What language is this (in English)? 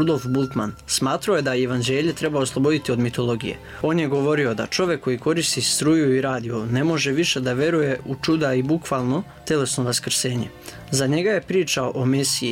Serbian